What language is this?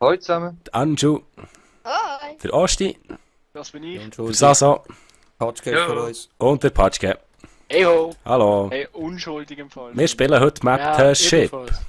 Swiss German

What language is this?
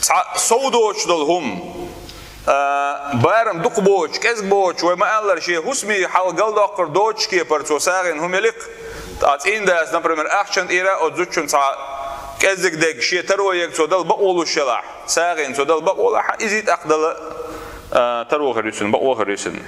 Chechen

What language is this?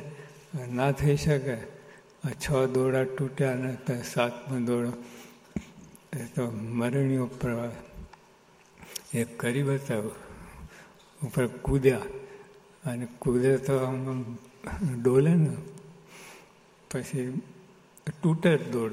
Gujarati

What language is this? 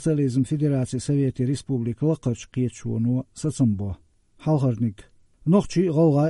Chechen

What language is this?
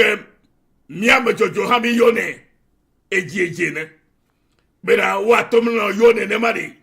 Ewe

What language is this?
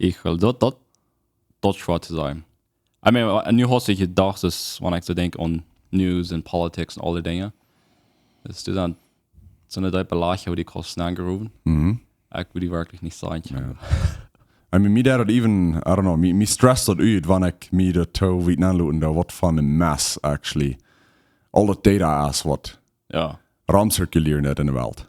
Plautdietsch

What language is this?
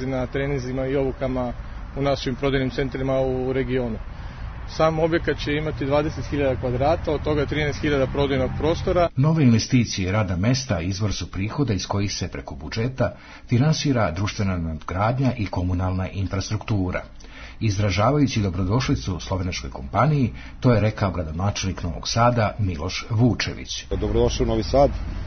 Serbian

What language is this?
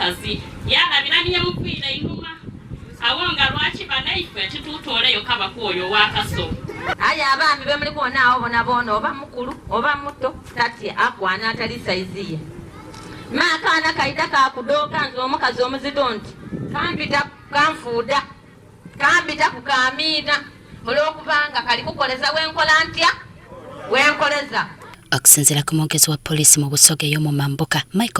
Ganda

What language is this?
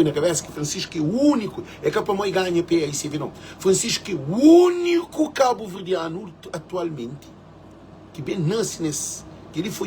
Kabuverdianu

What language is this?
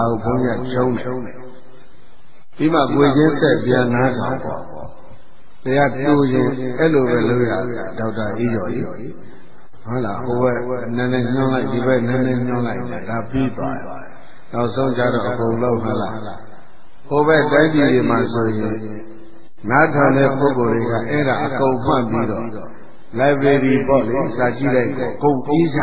Burmese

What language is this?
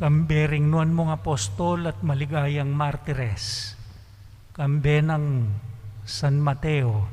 Pampanga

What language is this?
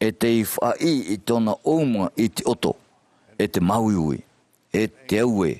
Tahitian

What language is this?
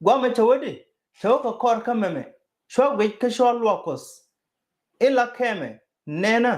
Nuer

